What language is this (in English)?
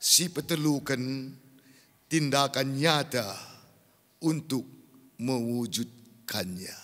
Batak Karo